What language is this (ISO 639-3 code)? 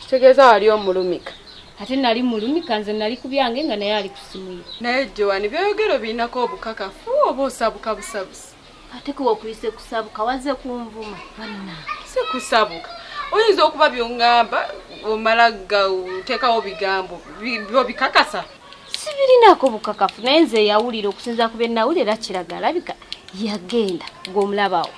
lug